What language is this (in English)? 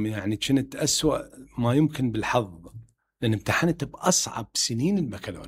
Mesopotamian Arabic